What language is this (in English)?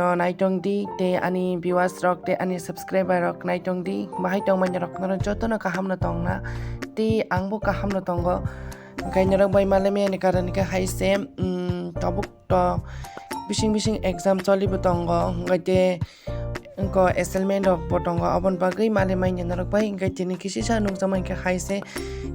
Kok Borok